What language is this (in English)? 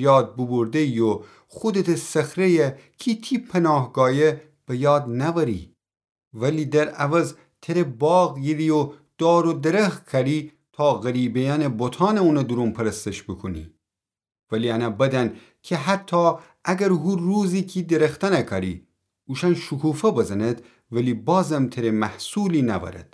Gilaki